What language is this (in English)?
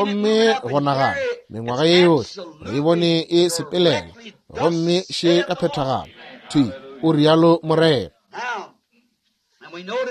Northern Sotho